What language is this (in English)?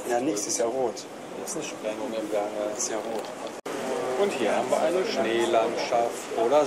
German